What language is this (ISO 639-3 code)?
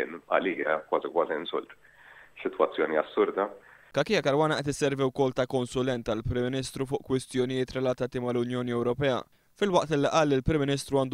mlt